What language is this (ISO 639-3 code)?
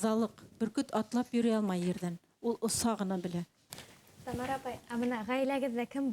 bak